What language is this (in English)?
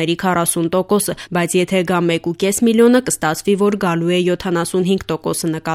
Armenian